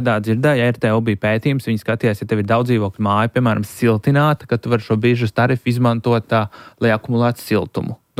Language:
Latvian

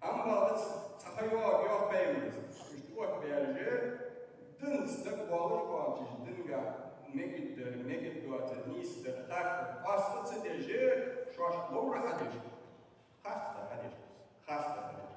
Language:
Ingush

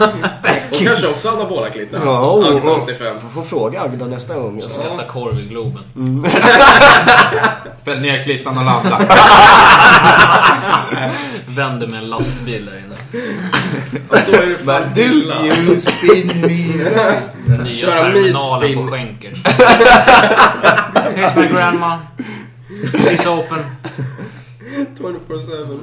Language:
Swedish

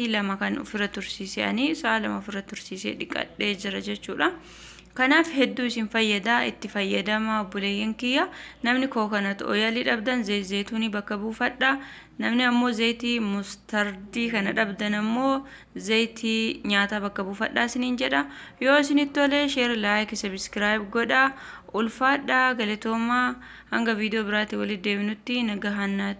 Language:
Oromo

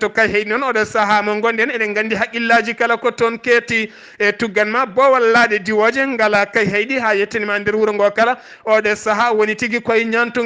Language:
Fula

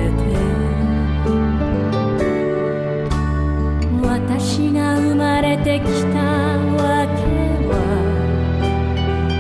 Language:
Japanese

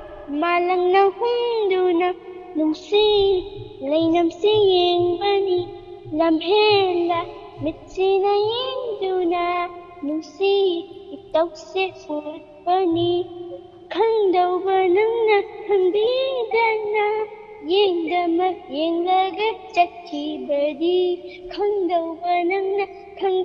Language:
Manipuri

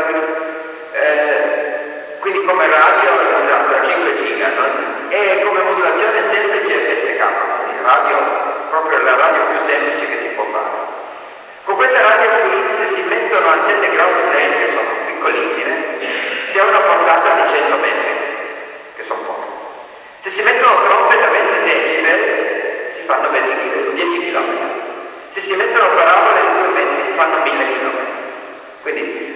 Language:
Italian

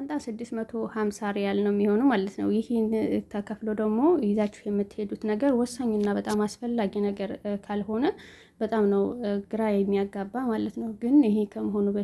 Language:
Amharic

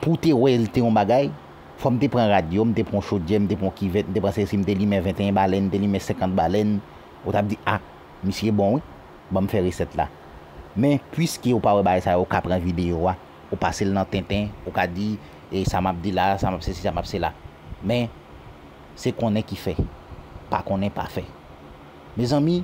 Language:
Haitian Creole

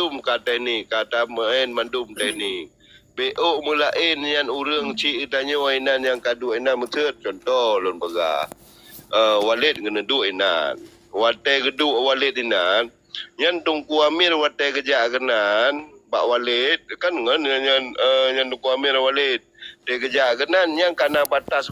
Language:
Achinese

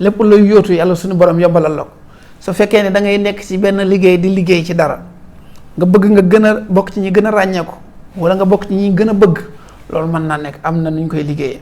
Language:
Wolof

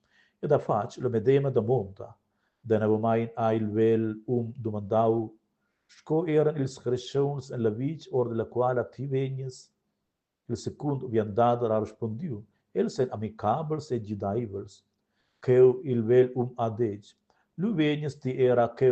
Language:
Romansh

